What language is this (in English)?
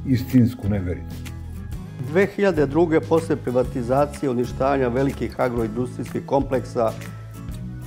Serbian